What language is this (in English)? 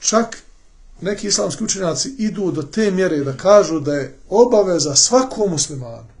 Bosnian